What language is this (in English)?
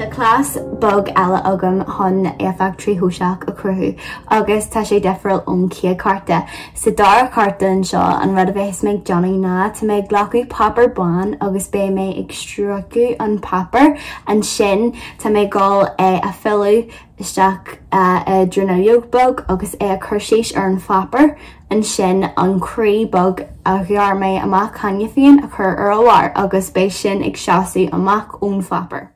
Irish